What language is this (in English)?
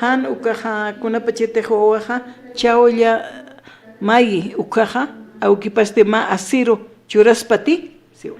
Aymara